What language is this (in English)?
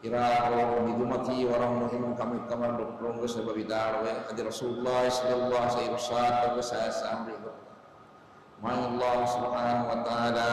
Divehi